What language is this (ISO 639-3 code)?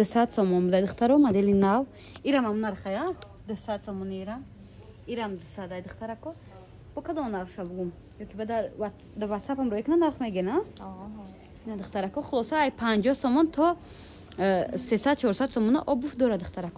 tgk